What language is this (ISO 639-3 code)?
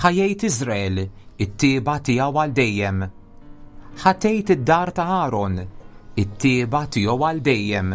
mlt